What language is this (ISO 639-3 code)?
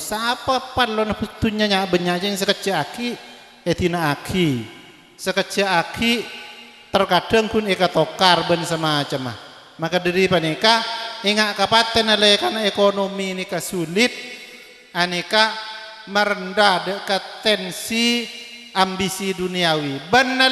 mad